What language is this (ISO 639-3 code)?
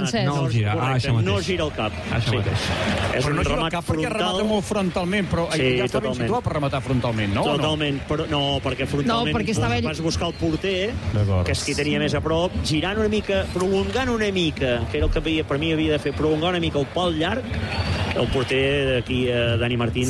cat